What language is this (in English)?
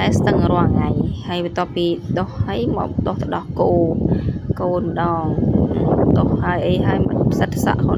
Khmer